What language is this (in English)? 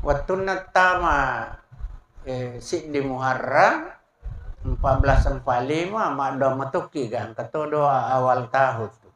Buginese